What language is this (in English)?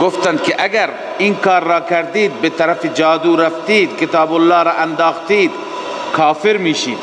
Persian